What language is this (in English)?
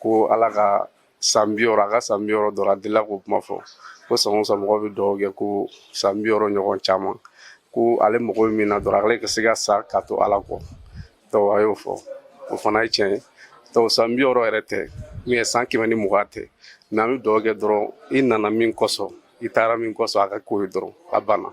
Bambara